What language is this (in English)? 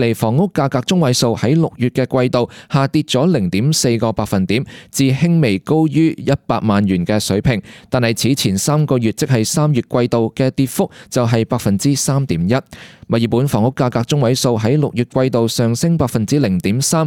Cantonese